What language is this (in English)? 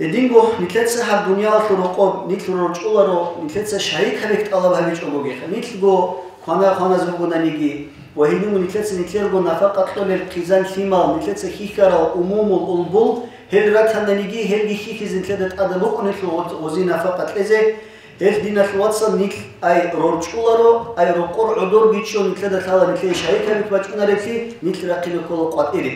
Avaric